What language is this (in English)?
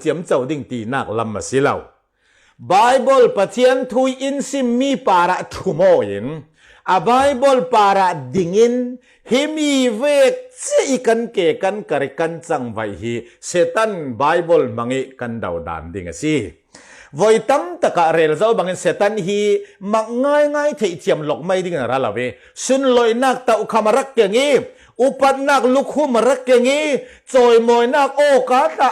Falam Chin